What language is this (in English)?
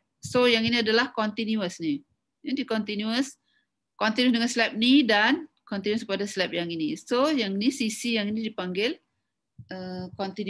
Malay